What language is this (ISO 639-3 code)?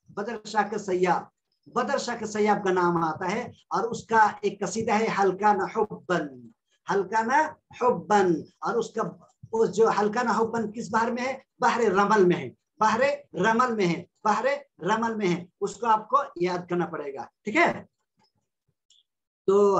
urd